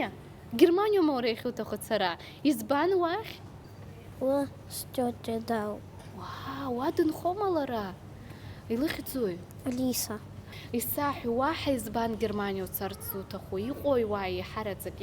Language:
Abkhazian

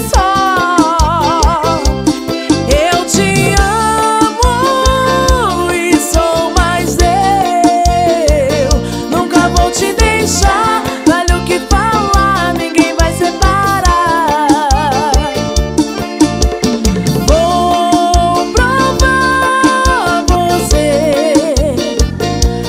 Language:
Portuguese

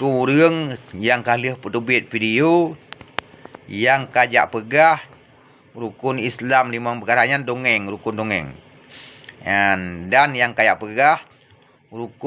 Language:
Achinese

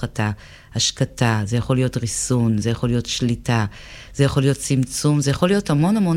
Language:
Hebrew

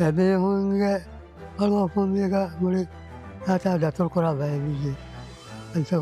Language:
Divehi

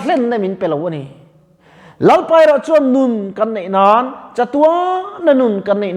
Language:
Mizo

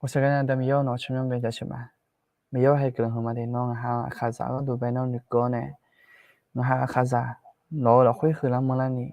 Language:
Akha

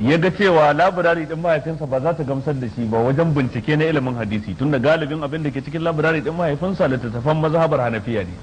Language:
Hausa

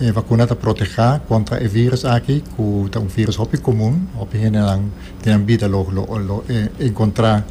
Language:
Papiamento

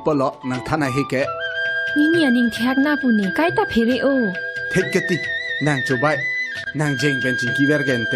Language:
Karbi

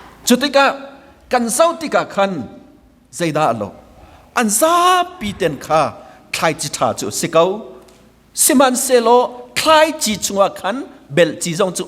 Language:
Hakha Chin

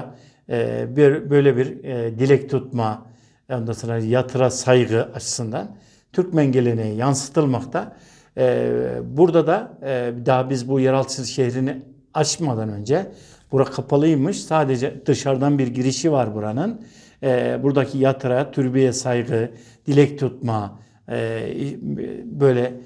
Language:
Turkish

